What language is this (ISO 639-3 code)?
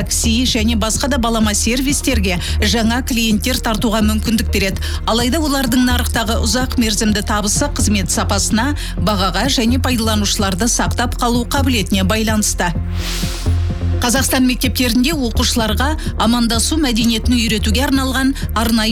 kaz